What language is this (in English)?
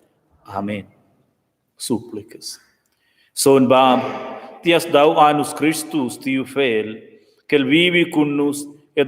Romansh